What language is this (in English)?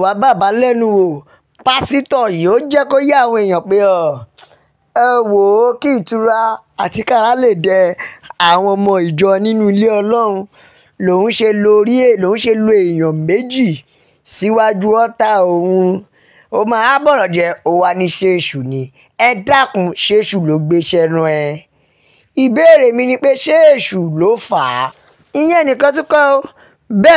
Yoruba